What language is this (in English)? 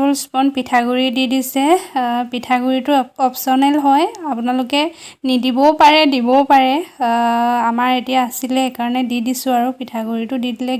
Assamese